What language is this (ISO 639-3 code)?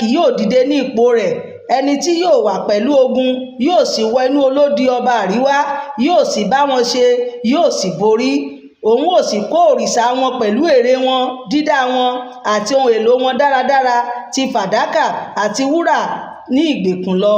yor